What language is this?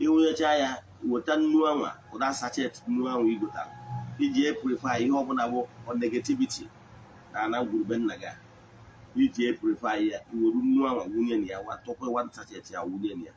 Igbo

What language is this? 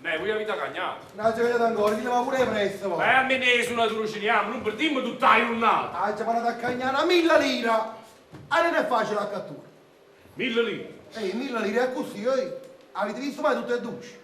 Neapolitan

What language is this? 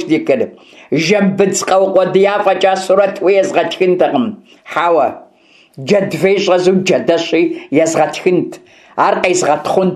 Kabardian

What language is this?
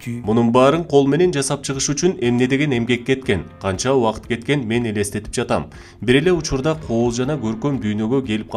Kyrgyz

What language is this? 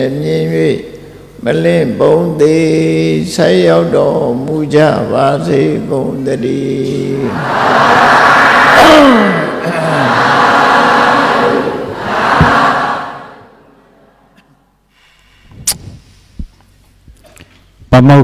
Burmese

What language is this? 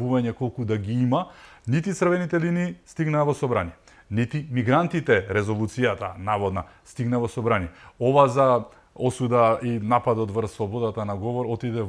Macedonian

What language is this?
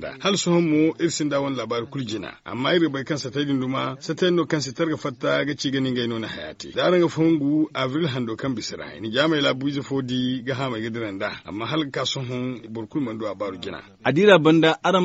Zarma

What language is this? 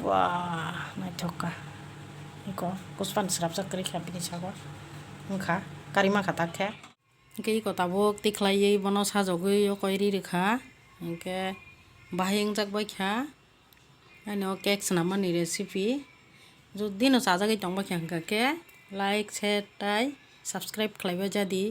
Kok Borok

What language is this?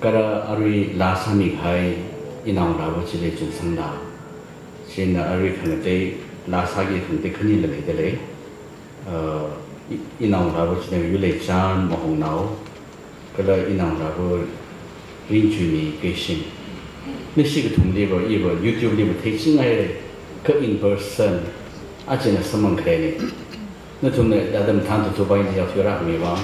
Tangkhul Naga (India)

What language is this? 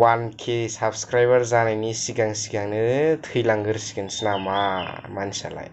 Bodo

